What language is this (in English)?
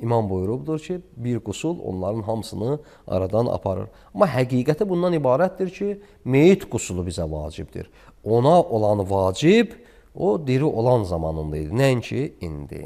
Azerbaijani